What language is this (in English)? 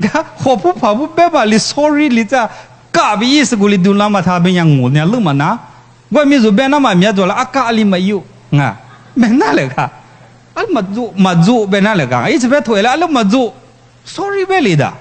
Lisu